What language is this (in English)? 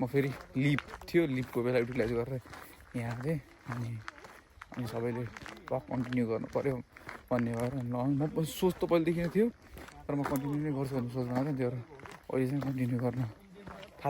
Nepali